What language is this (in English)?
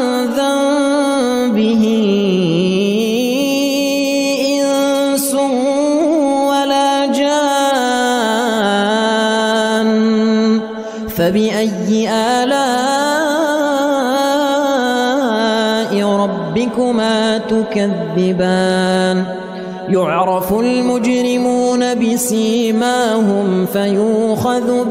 Arabic